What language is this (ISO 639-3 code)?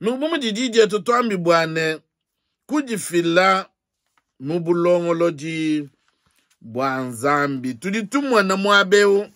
lua